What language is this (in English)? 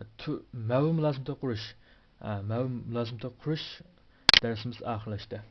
Uyghur